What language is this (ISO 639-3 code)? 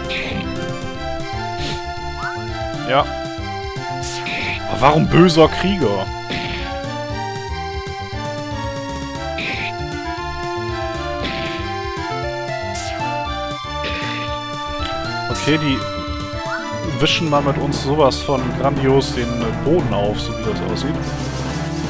deu